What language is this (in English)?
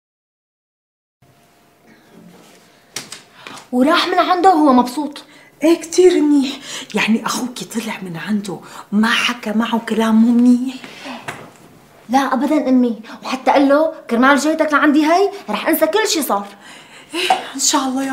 North Levantine Arabic